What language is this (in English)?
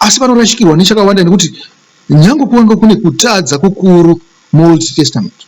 Shona